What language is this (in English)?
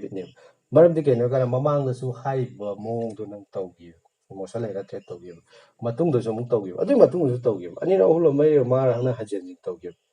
Manipuri